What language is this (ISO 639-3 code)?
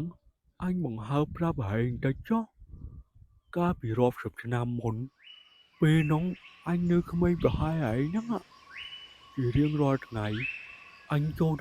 khm